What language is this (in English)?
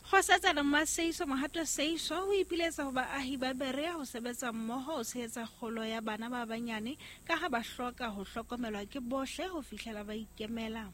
Southern Sotho